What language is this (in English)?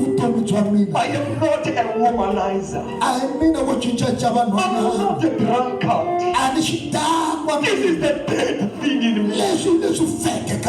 Tsonga